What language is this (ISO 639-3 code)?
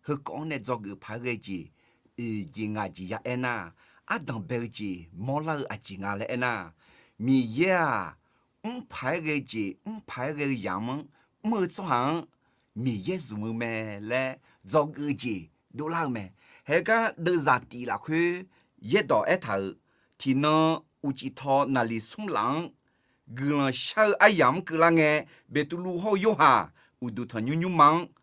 ahk